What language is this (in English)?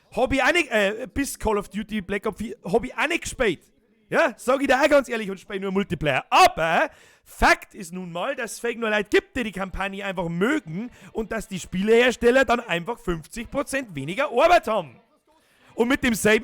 Bavarian